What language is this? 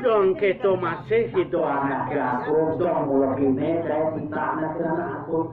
Balinese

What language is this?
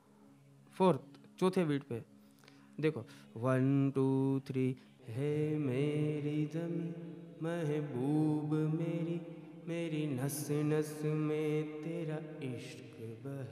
Hindi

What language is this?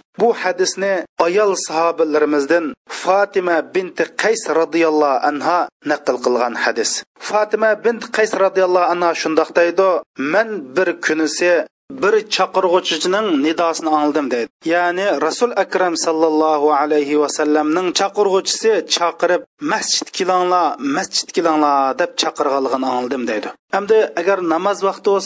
Uyghur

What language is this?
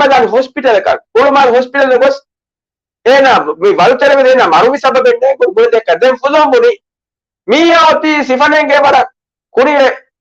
Divehi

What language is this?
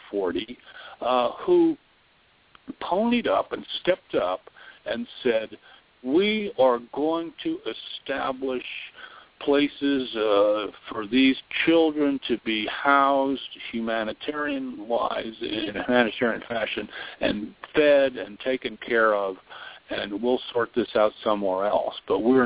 English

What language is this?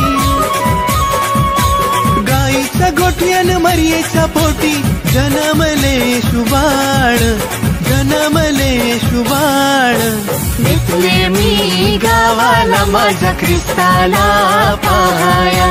Marathi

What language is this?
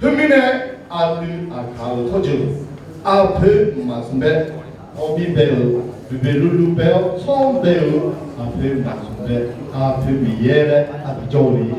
Akha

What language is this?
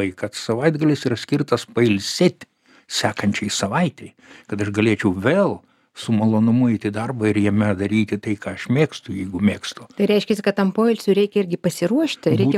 Lithuanian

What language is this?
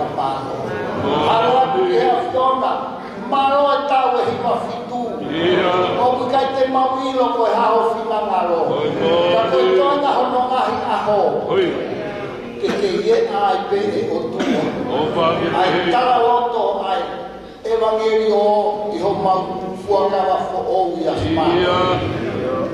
Tongan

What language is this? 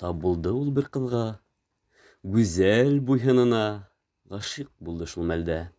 Bashkir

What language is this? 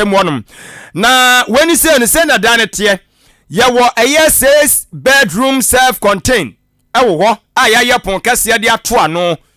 Akan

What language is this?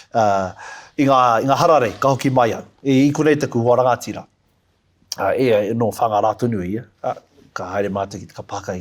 Māori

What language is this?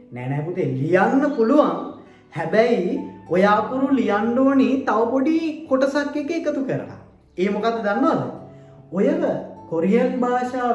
Sinhala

